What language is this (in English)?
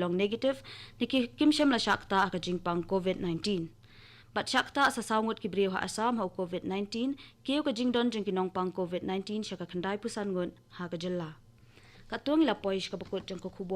Khasi